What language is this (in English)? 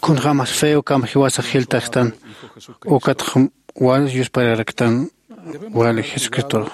Aymara